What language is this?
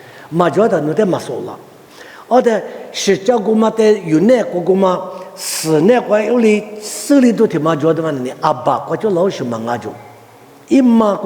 Lisu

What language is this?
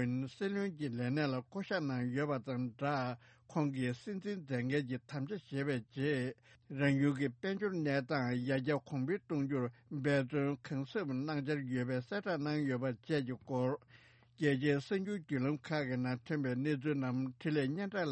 Tibetan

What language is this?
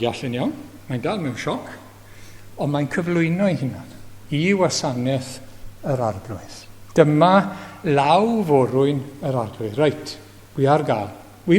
Welsh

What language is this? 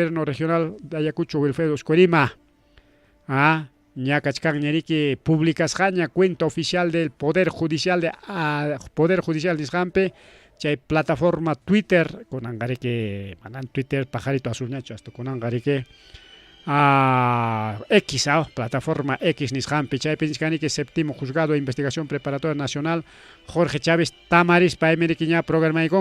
Ayacucho Quechua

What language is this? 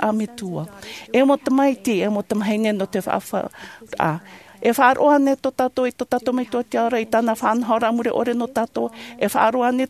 Tahitian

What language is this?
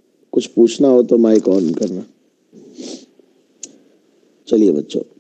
Hindi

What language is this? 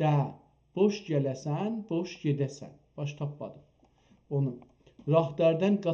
South Azerbaijani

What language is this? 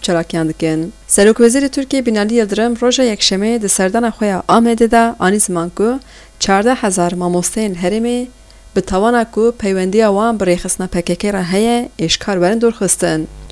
Kurdish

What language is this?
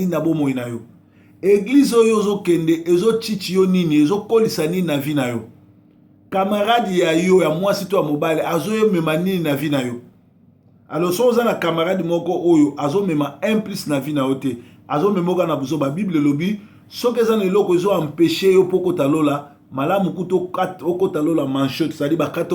Lingala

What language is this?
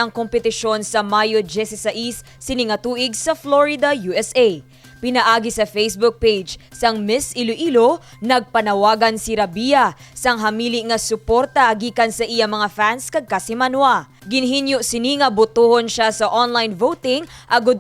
Hiligaynon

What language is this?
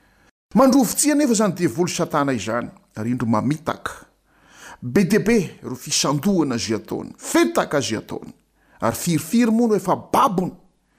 Malagasy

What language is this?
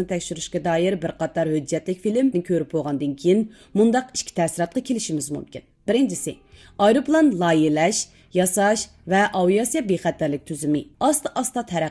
Uyghur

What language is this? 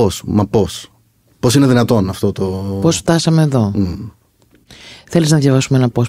Greek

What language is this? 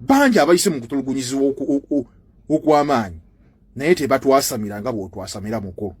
Ganda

